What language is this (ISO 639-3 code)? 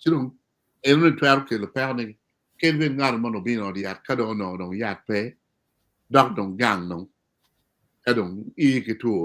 ach